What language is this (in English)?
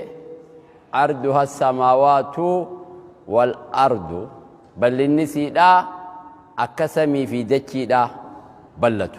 Oromo